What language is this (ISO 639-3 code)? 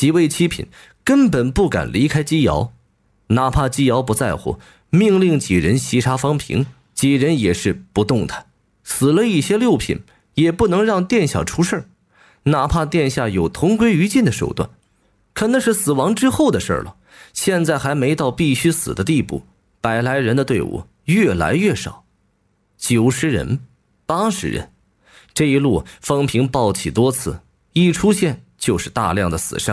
zho